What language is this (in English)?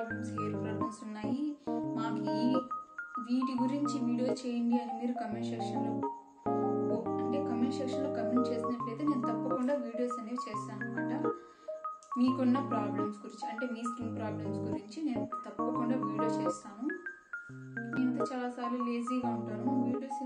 Telugu